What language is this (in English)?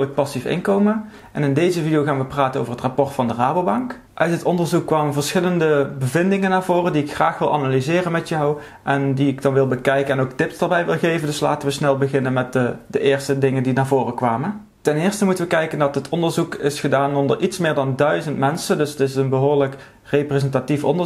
Dutch